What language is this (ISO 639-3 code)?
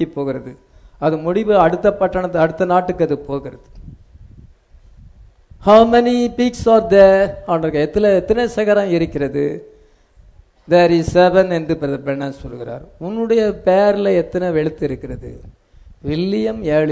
tam